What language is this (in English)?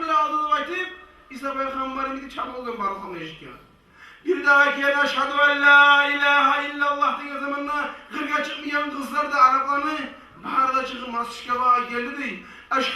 Kumyk